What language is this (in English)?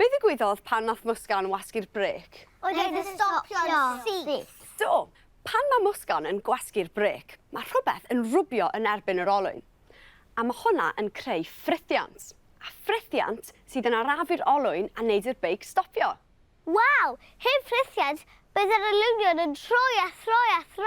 Welsh